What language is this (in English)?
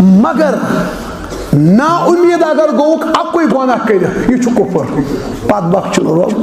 Kashmiri